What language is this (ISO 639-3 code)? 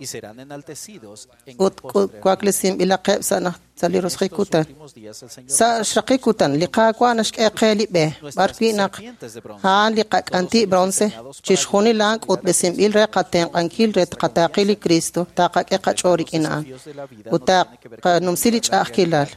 kek